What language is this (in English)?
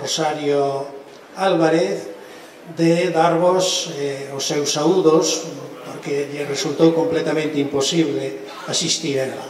Galician